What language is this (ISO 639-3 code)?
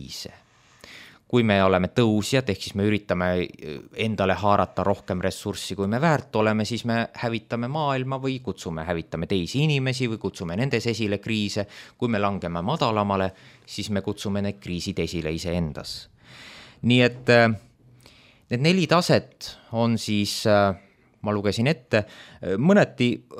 est